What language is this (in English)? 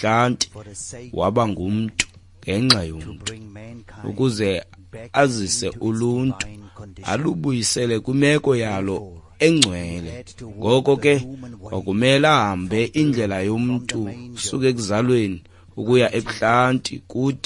Xhosa